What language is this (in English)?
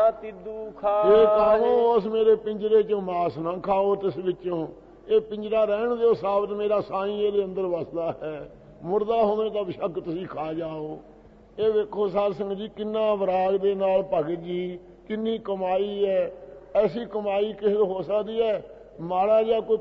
Punjabi